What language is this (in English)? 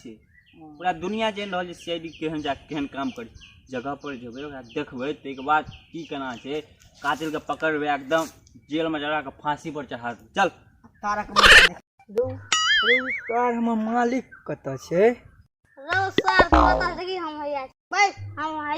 Maithili